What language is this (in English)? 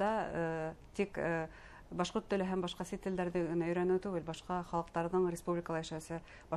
Bashkir